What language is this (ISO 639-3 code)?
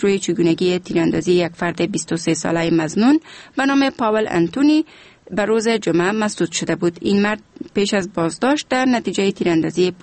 fas